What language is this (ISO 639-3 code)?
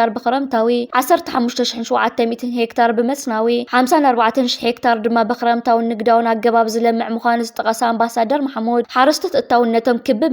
tir